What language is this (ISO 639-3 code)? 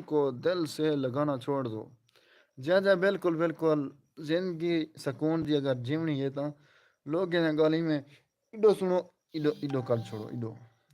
skr